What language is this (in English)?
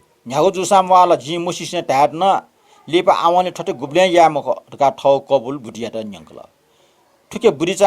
Newari